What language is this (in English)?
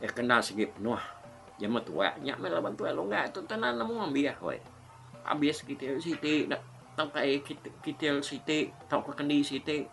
Iban